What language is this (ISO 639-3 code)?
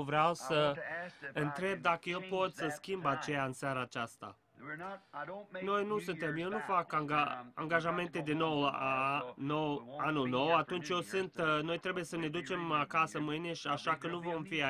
ron